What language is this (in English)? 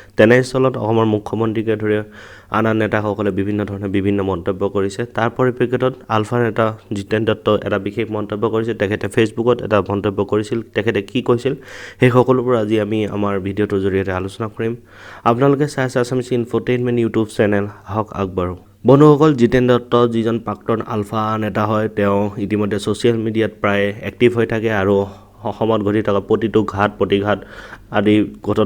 Assamese